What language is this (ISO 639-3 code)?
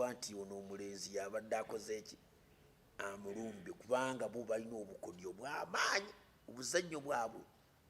lug